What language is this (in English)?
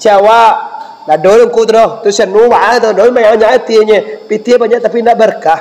Minangkabau